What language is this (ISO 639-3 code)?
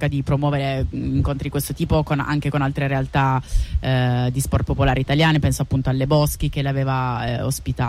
ita